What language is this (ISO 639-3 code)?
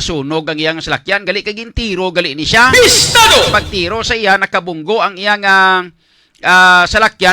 hil